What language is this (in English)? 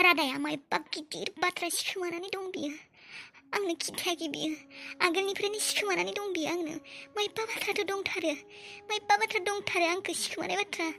Bodo